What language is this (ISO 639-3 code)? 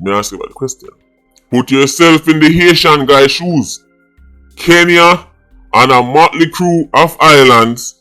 jam